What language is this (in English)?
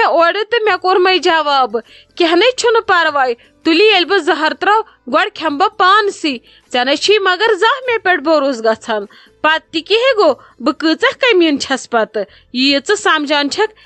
Kashmiri